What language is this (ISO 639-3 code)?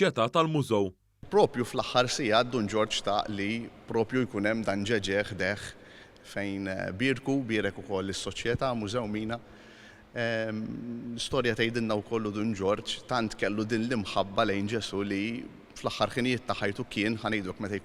mlt